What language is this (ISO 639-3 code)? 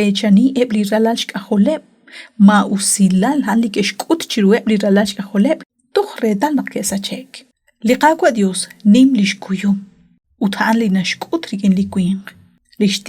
kek